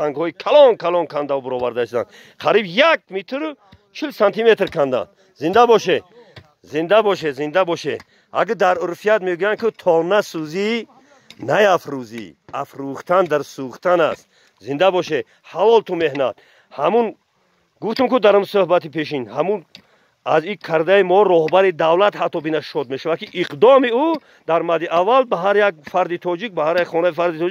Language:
Tajik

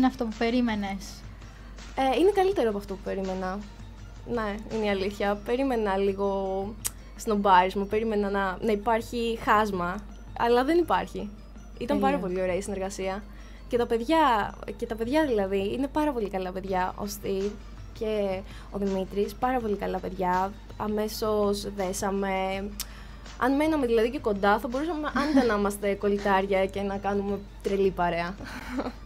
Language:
Greek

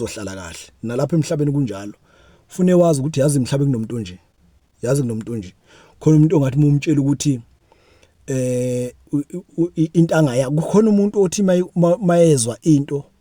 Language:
Zulu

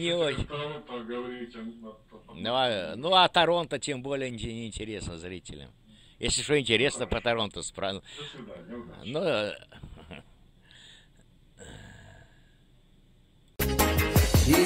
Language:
Russian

